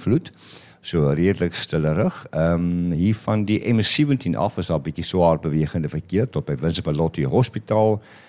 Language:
Afrikaans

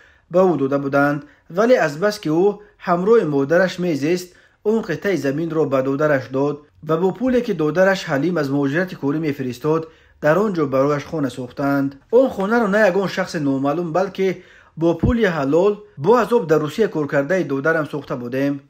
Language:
Tajik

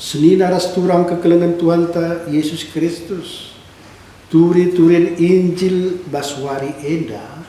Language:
Batak Karo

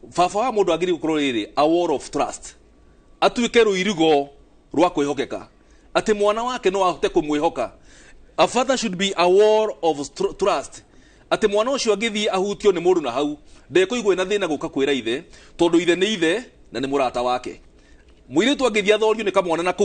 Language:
Kikuyu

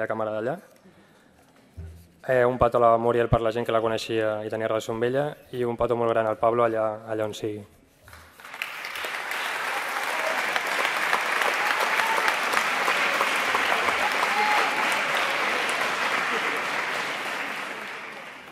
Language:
Catalan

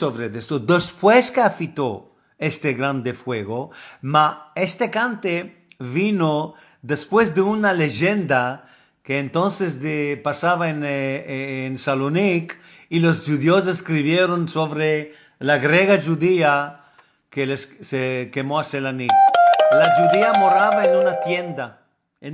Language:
Ladino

